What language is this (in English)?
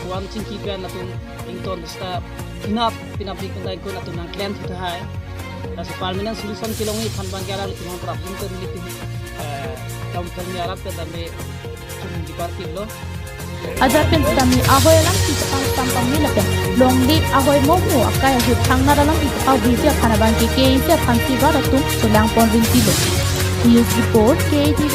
Karbi